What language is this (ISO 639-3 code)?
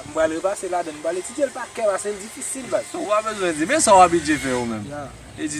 hat